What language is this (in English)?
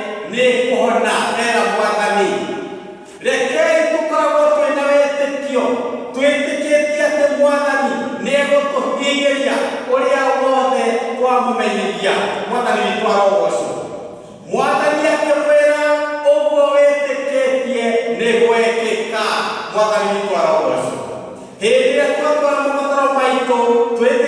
Kikuyu